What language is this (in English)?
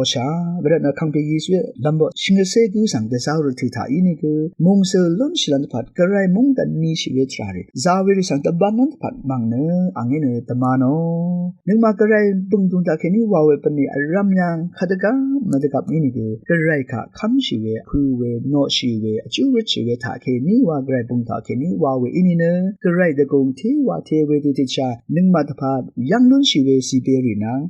Rawang